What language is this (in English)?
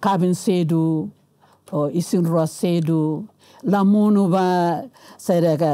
Tetum